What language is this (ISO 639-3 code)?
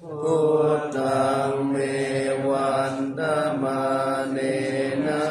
pli